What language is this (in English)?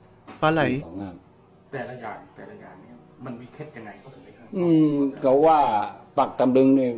Thai